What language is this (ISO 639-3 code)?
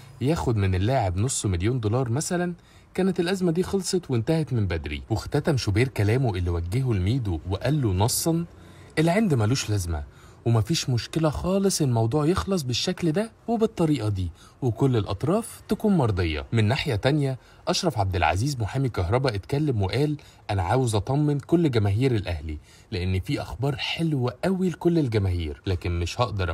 arz